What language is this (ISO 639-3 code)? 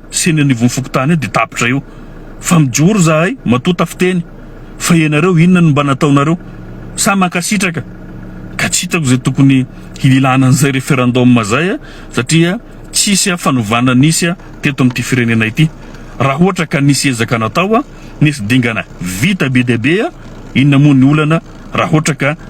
mlg